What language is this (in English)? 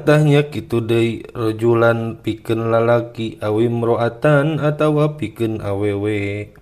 Sundanese